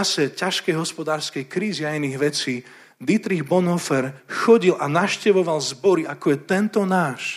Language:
Slovak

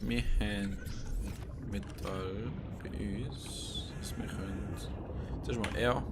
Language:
Swiss German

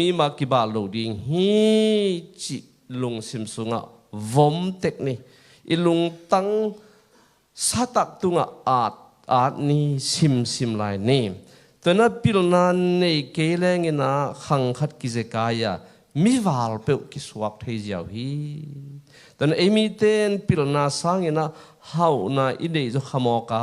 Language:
Tedim Chin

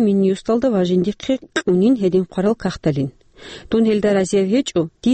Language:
Avaric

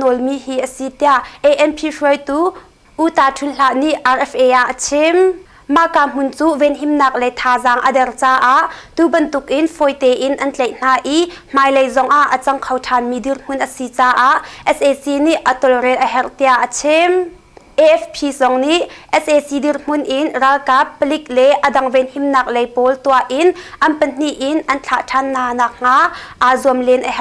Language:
Hakha Chin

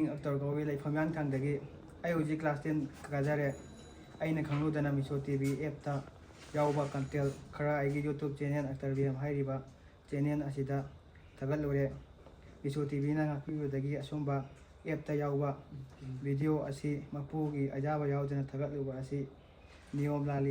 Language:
Manipuri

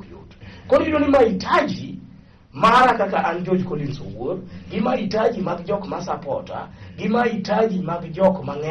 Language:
Luo (Kenya and Tanzania)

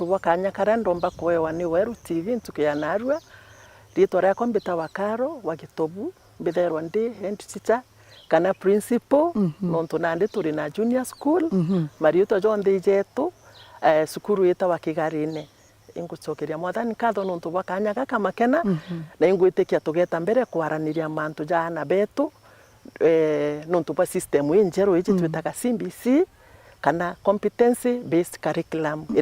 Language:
Meru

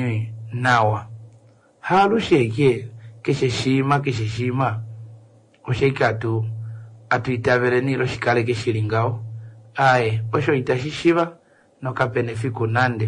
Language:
Kuanyama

